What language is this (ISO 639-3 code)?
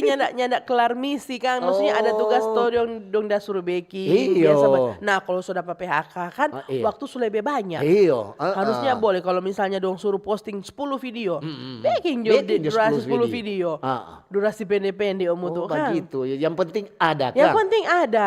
xmm